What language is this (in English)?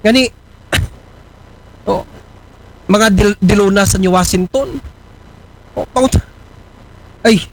Aklanon